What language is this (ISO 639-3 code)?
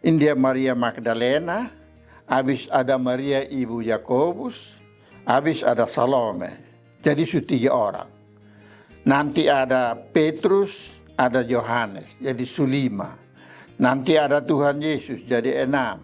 mkn